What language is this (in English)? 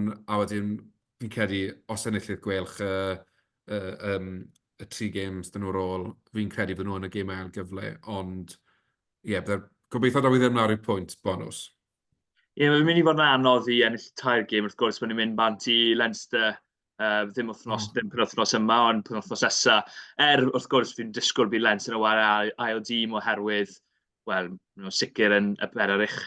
Welsh